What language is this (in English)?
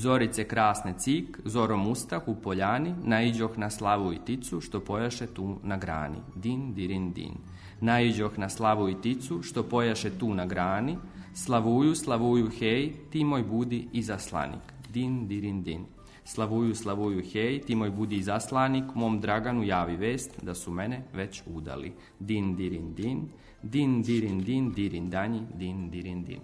Serbian